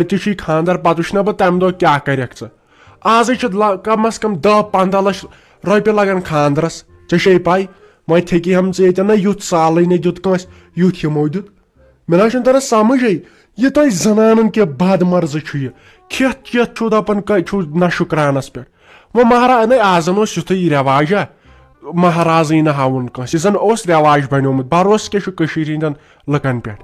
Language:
Kashmiri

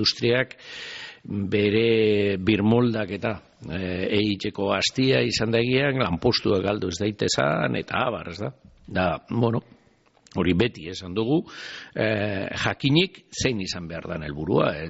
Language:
Basque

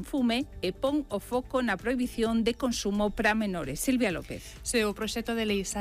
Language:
Galician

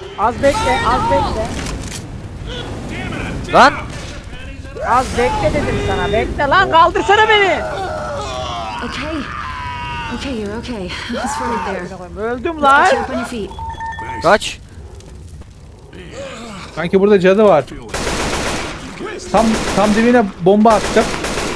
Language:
Turkish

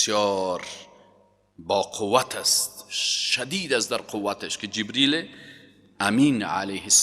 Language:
Persian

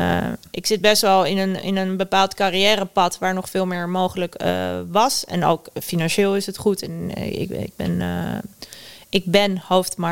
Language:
Dutch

